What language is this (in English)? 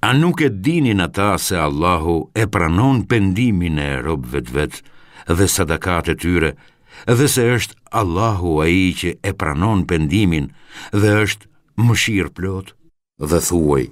Albanian